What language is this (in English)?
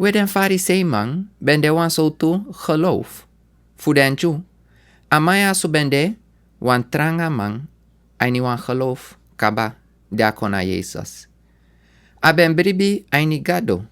Sranan Tongo